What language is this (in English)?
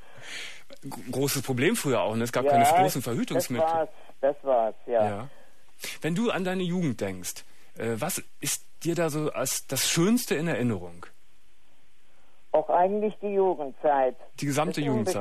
German